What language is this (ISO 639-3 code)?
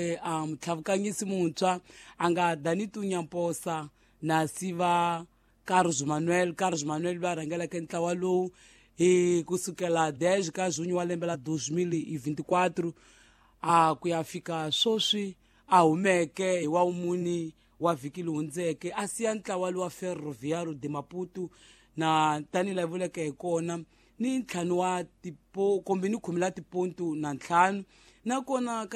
tso